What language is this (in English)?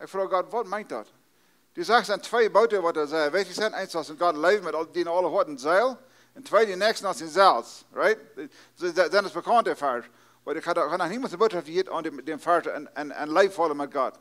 Plautdietsch